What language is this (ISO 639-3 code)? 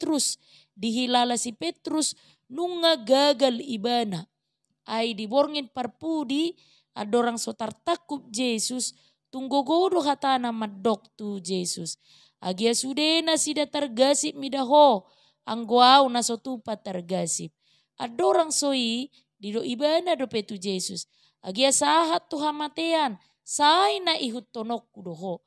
bbc